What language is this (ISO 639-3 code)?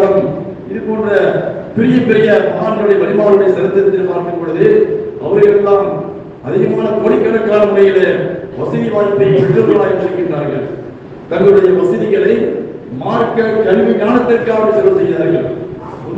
tam